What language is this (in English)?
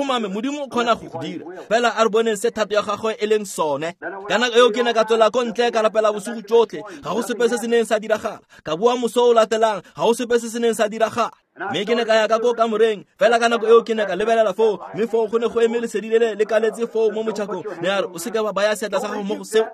Tswana